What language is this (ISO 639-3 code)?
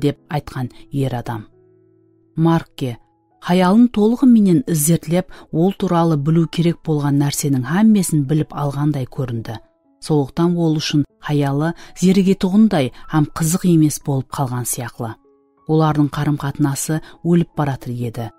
kaa